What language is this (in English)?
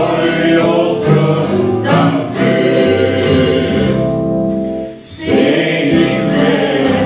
Swedish